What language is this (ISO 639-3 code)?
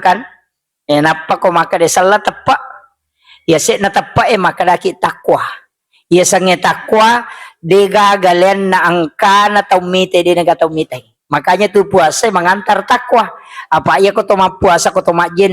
bug